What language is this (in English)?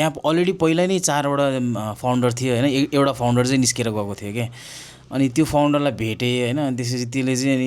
Nepali